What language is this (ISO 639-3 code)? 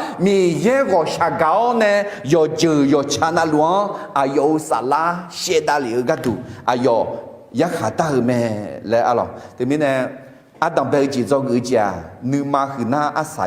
ahk